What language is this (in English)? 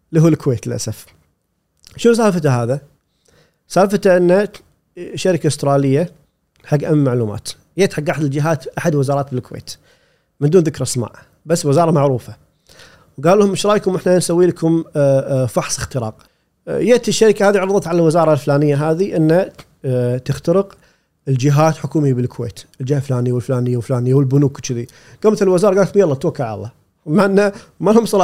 Gulf Arabic